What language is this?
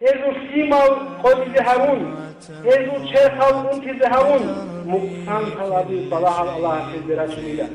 Avaric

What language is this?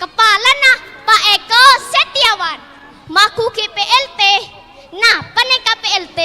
Madurese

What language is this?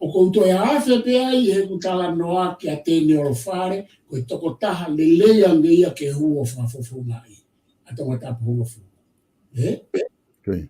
Tongan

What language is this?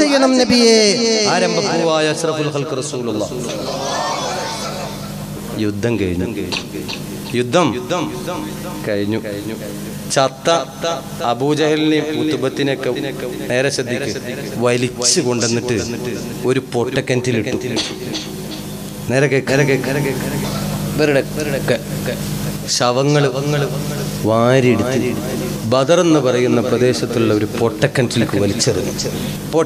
Malayalam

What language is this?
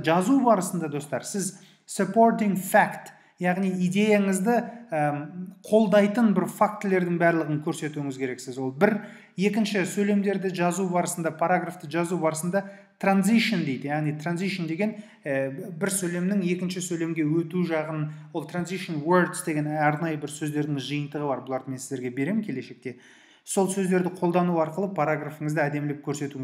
Kazakh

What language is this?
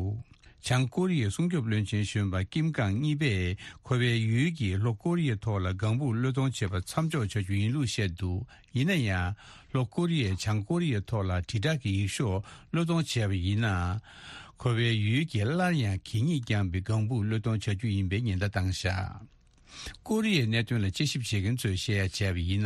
Tibetan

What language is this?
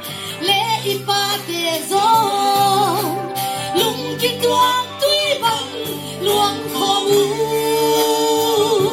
Tedim Chin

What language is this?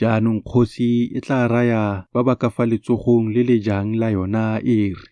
Tswana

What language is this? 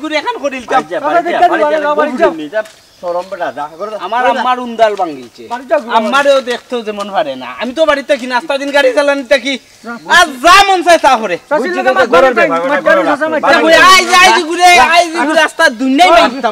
Sylheti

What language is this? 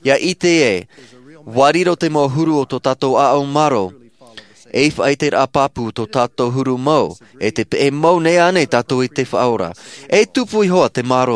Tahitian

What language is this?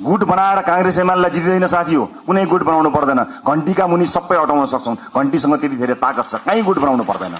Nepali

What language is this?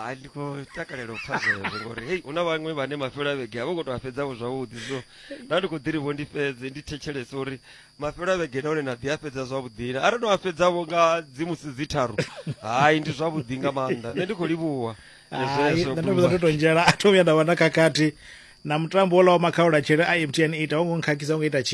Venda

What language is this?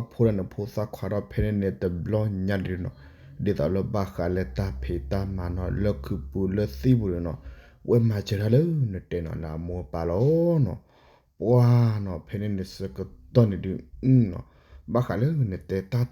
S'gaw Karen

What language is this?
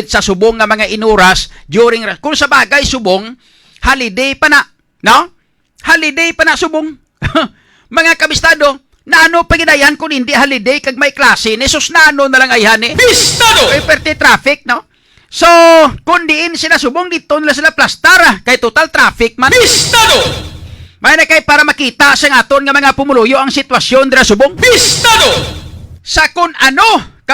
Hiligaynon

